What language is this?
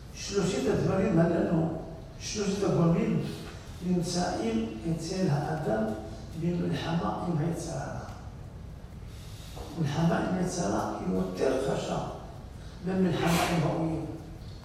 Hebrew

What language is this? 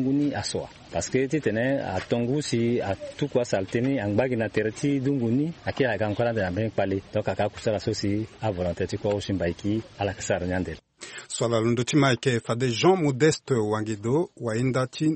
Sango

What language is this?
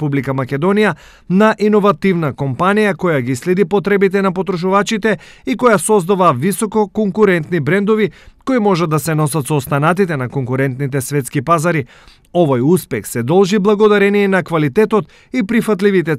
Macedonian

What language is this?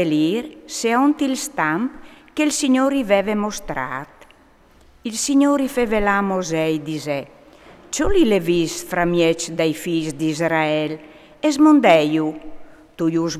Friulian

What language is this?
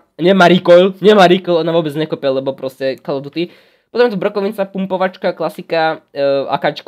Slovak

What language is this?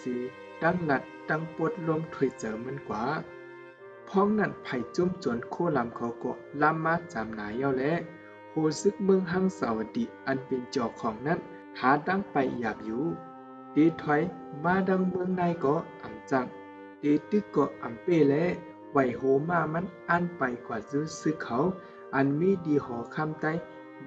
Shan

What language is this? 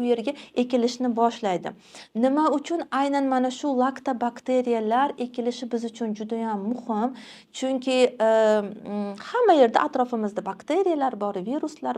Uzbek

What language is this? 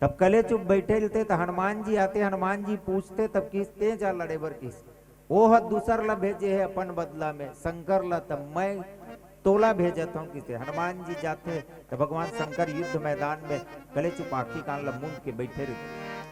Chhattisgarhi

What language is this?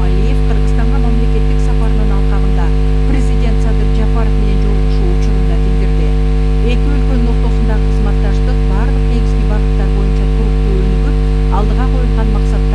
Kyrgyz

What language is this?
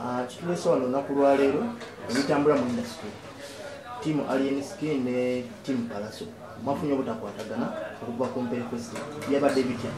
Ganda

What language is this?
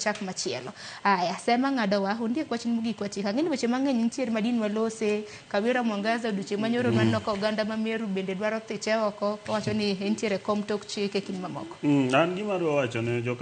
Luo (Kenya and Tanzania)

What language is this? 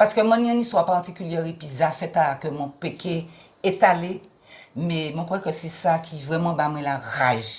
Guadeloupean Creole French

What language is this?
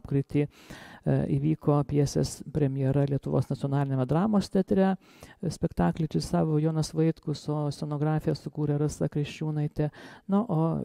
Lithuanian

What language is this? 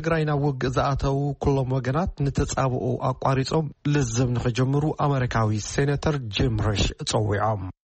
Tigrinya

